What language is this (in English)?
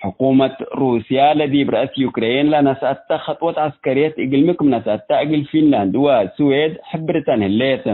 Tigre